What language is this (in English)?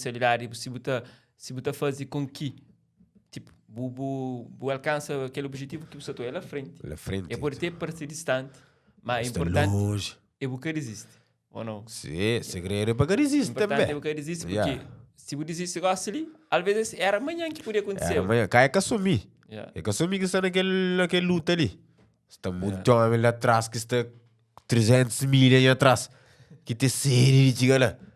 Kabuverdianu